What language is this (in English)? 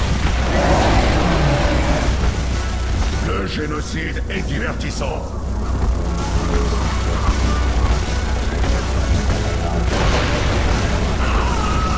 French